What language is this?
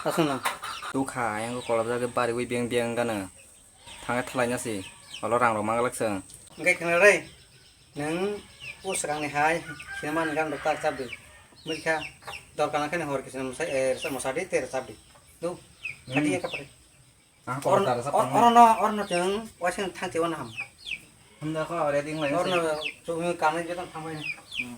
Kok Borok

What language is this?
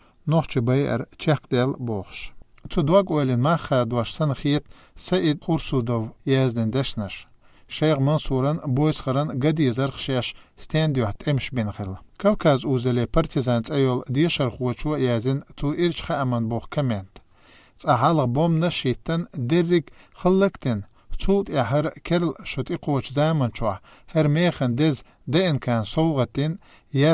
Chechen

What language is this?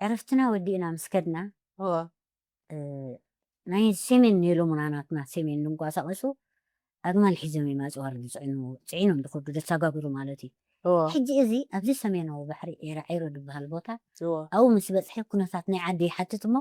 Tigrinya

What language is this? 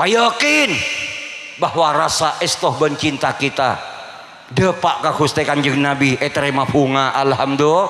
Madurese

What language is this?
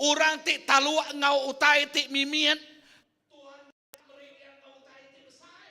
Iban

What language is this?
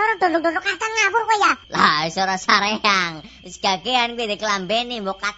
Javanese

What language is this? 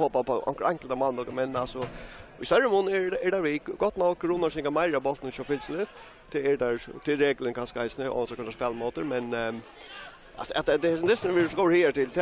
Faroese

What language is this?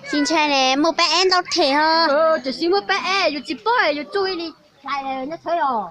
Hmong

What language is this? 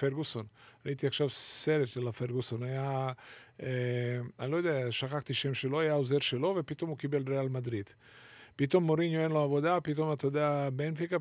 Hebrew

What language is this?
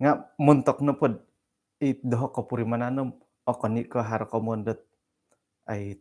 Central Dusun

